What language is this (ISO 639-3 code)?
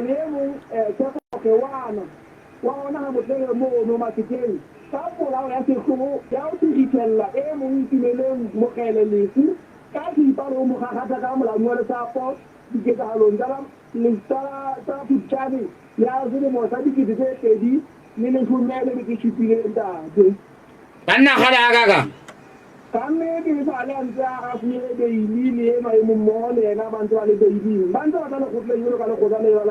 sot